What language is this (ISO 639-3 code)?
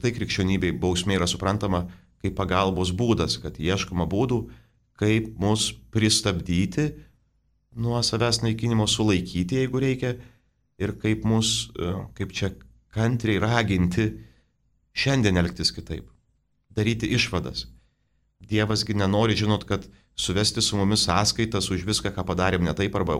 lit